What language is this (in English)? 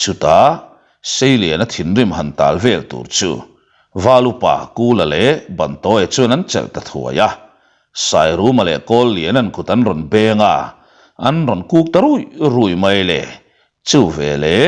Mizo